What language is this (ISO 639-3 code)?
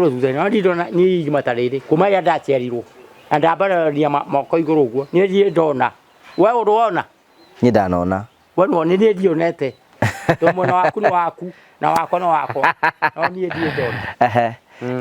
kik